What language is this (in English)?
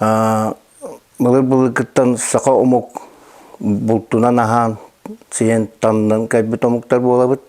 Yakut